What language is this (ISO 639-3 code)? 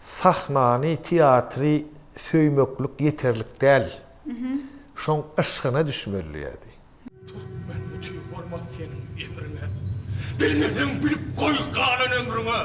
tuk